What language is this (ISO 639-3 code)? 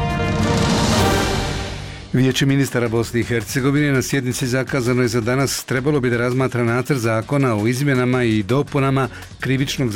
bos